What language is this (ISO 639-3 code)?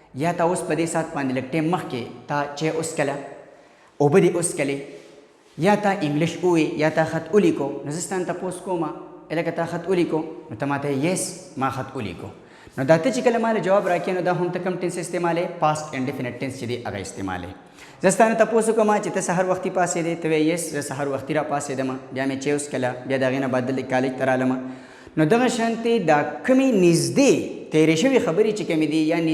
pus